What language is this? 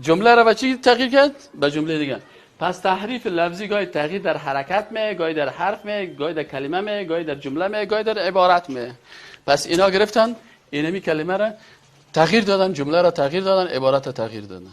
Persian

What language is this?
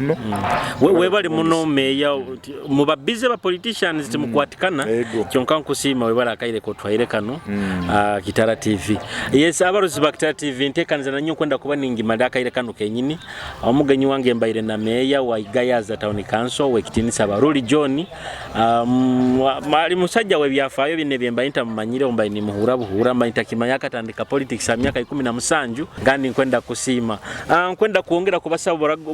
Nyoro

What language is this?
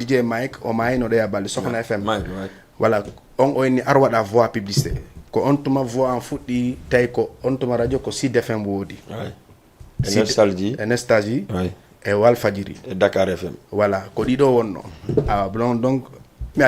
Fula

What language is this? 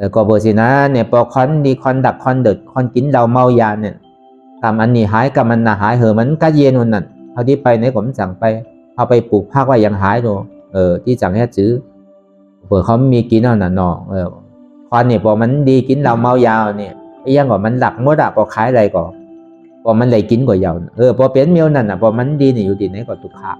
Shan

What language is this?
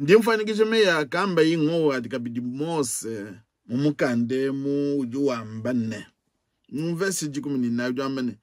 Luba-Lulua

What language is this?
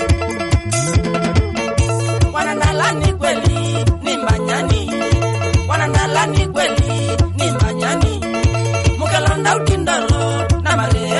Swahili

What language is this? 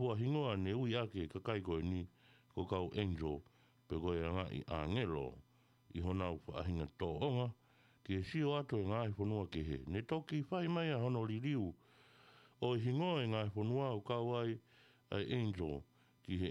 Tongan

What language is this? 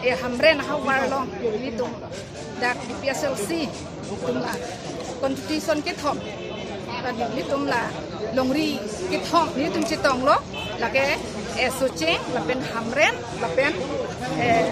Karbi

